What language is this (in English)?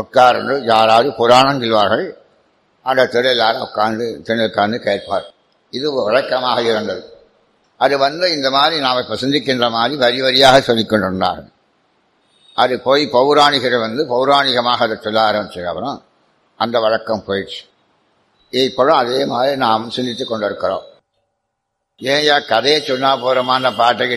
Tamil